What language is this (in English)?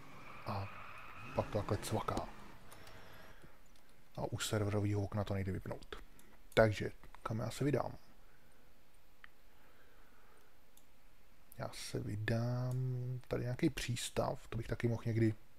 Czech